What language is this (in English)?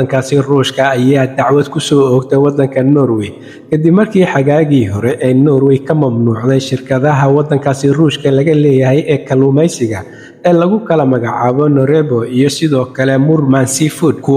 Somali